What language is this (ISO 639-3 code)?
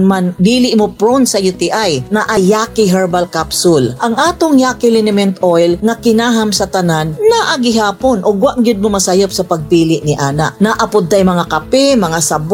ceb